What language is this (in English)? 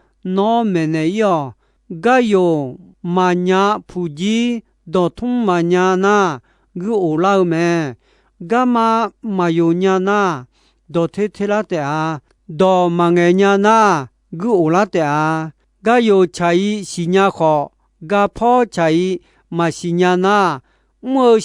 Akha